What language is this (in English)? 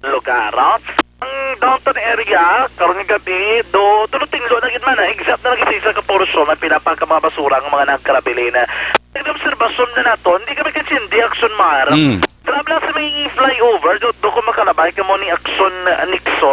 Hiligaynon